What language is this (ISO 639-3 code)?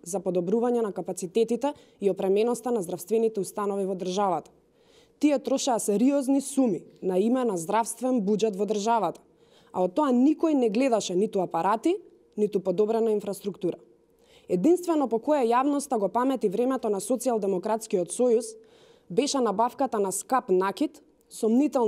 mkd